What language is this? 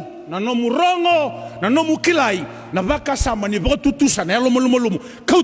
Fijian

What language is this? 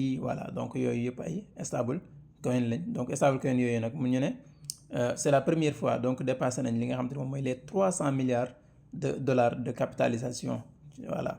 Wolof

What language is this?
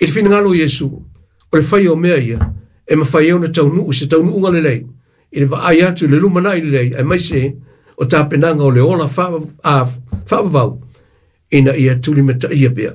Samoan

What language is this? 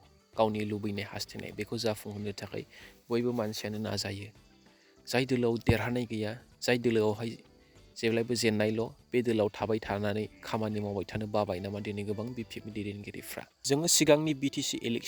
Bodo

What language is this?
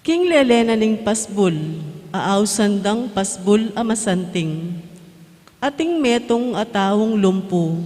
Pampanga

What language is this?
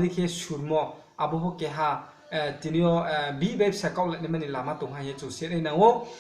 Riang (India)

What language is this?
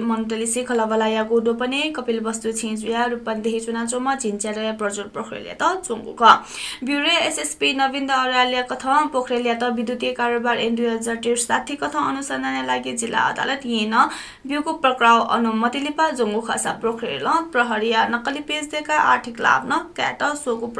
Newari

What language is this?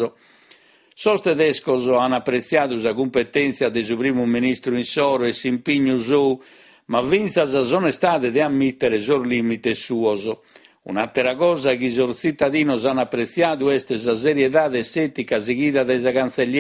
Sardinian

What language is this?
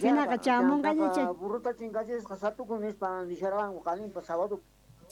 South Bolivian Quechua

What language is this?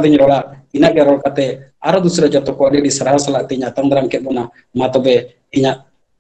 Santali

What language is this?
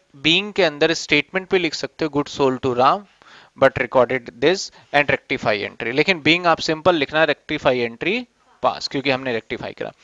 Hindi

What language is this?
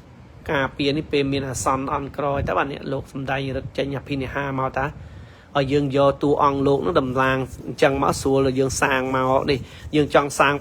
Khmer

